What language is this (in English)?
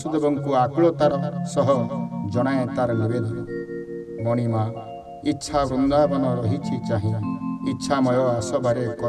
Odia